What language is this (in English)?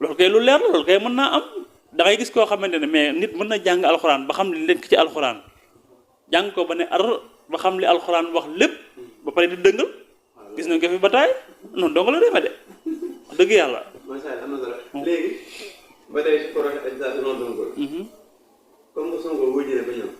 Wolof